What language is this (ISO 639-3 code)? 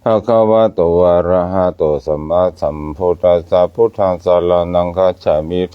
pli